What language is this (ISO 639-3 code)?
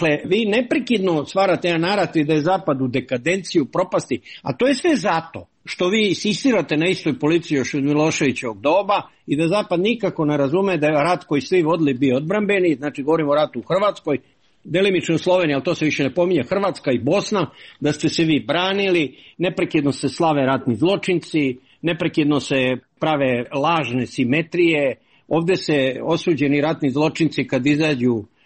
srp